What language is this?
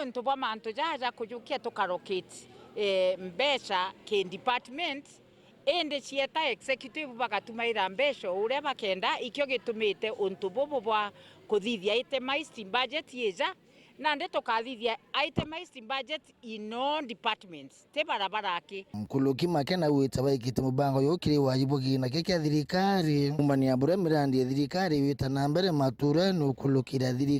Meru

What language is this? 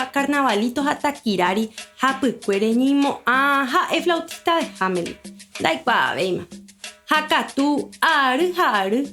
Guarani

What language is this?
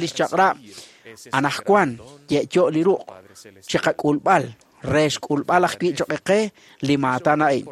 Kekchí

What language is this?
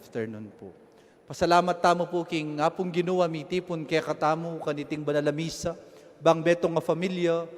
Pampanga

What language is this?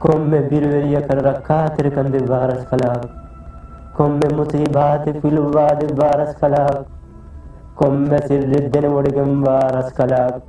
Divehi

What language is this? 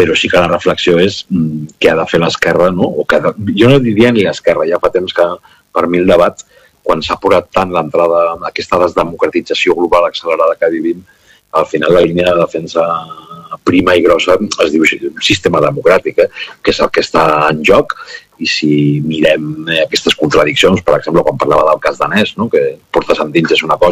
Catalan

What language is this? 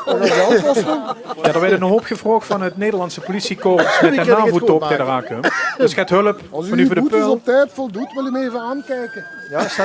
Limburgish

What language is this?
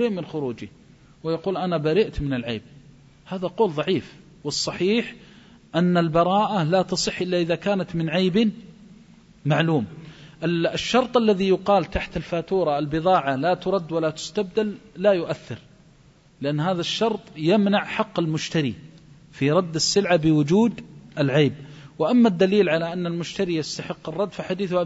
Arabic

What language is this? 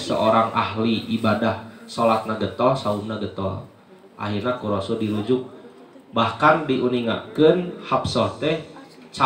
Sundanese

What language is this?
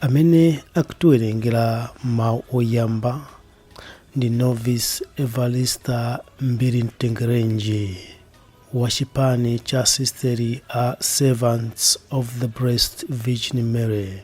Nyanja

